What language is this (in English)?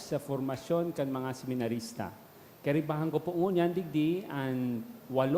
Bikol